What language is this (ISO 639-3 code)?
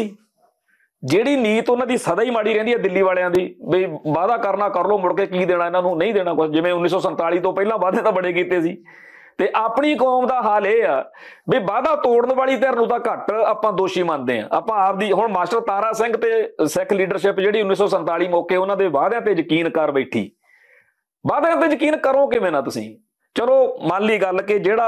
pan